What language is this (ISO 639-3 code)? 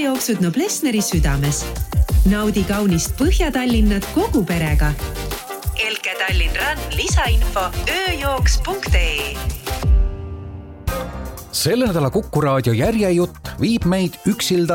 est